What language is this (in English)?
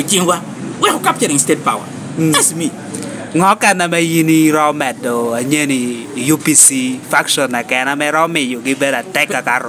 Lango (Uganda)